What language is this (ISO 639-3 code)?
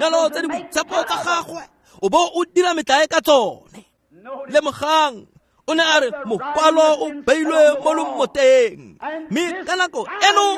tsn